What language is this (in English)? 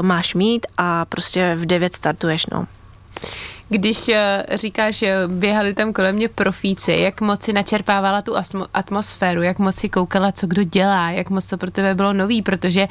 Czech